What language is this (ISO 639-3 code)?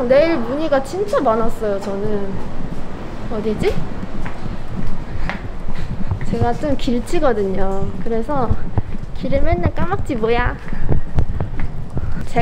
kor